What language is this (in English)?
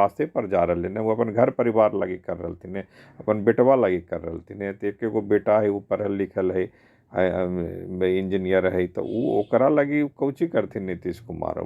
Magahi